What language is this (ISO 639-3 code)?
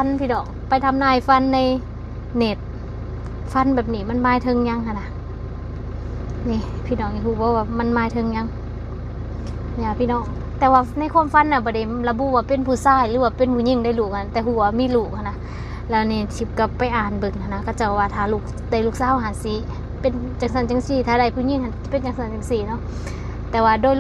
lao